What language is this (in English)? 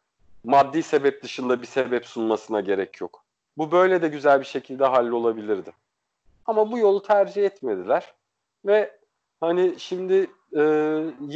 Turkish